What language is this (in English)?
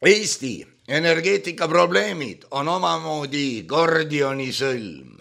Estonian